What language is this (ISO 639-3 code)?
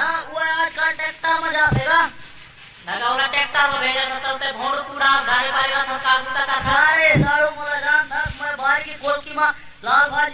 hne